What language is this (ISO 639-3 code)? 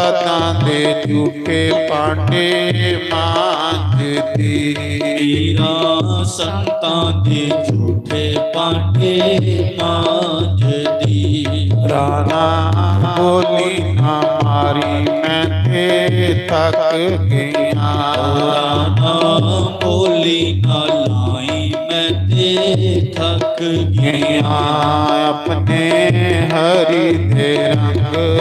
doi